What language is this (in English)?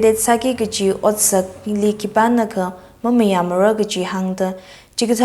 Tangkhul Naga (India)